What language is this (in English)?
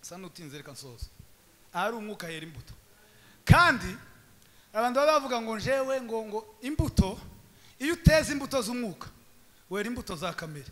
Kinyarwanda